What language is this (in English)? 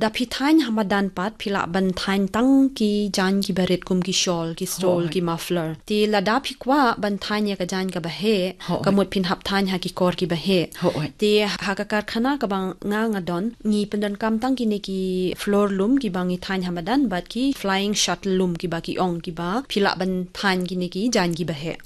Khasi